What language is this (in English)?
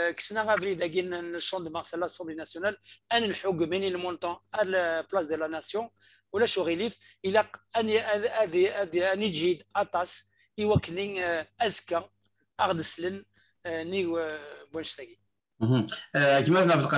Kabyle